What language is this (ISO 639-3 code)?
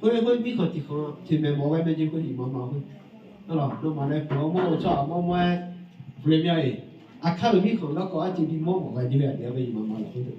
ahk